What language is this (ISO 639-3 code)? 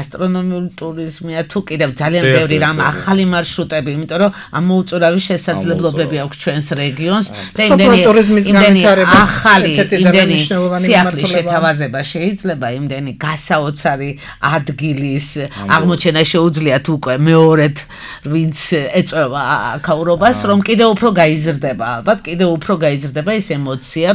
kat